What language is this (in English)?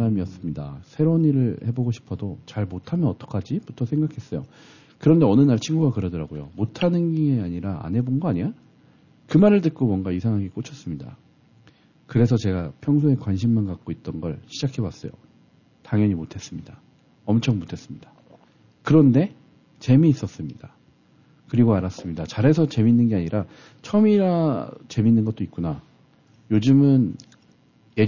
Korean